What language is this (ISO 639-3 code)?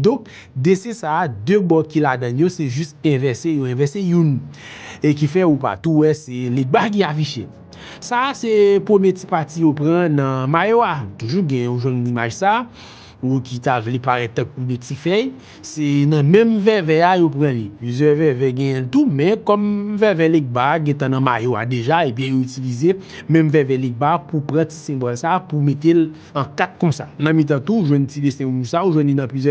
hat